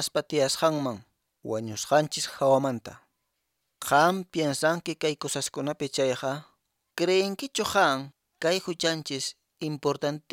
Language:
Quechua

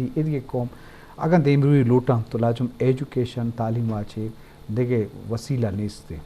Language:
Eastern Balochi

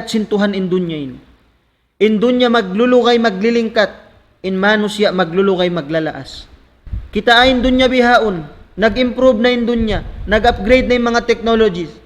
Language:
Tausug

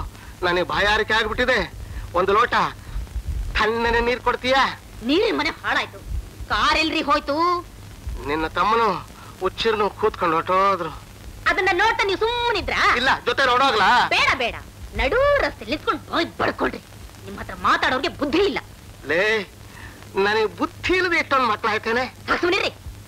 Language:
Kannada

